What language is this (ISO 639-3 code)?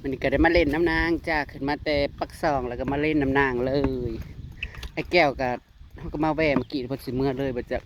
tts